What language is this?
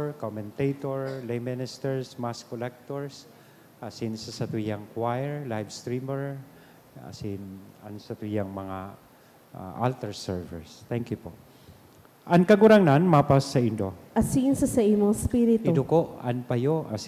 Bikol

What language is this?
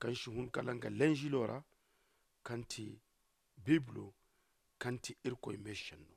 Zarma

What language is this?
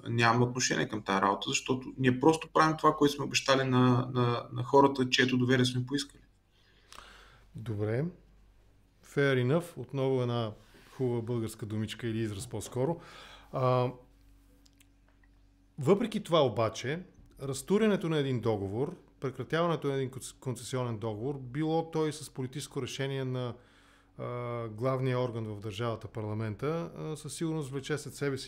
Bulgarian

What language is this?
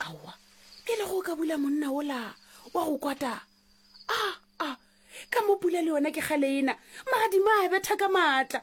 Northern Sotho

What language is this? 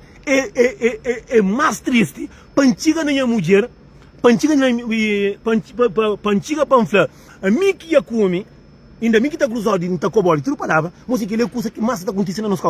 Kabuverdianu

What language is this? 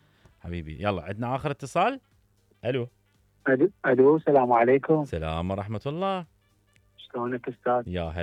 Mesopotamian Arabic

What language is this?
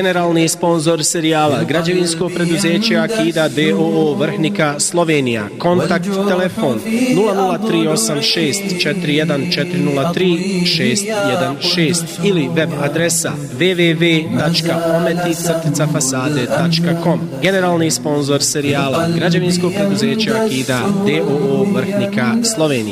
Bosnian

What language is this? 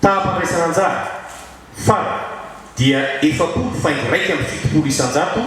Malagasy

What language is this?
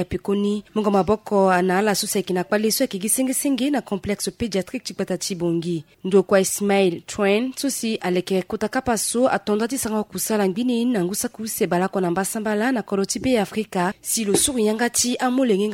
Sango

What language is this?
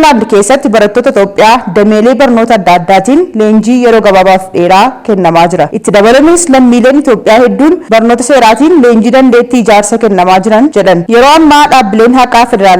Oromo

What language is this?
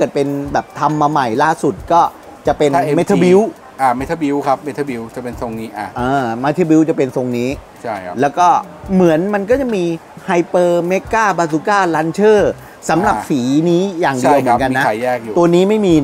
Thai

